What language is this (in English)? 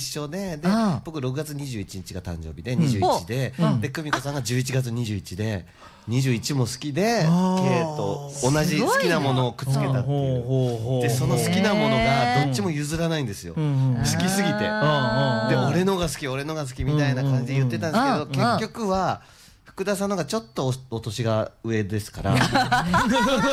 Japanese